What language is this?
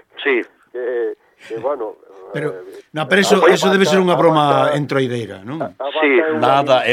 Galician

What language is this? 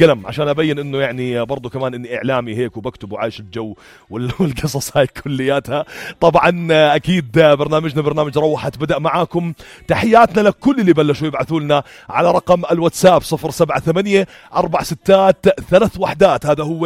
North Levantine Arabic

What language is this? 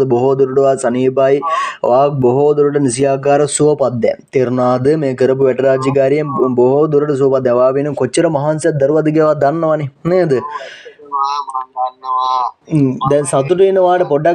Sinhala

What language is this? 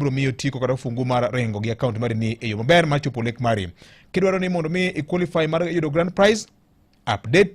Luo (Kenya and Tanzania)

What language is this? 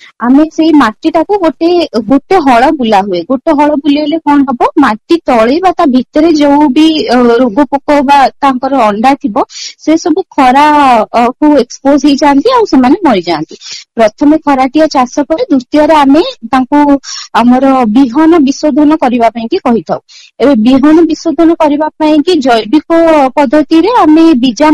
Odia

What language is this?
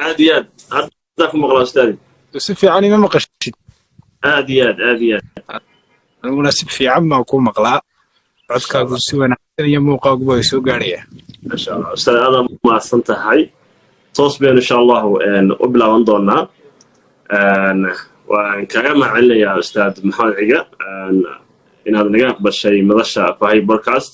Somali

